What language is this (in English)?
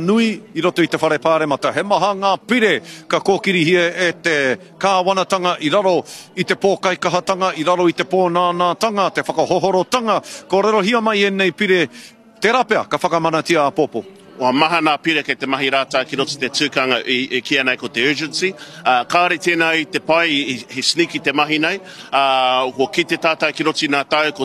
Māori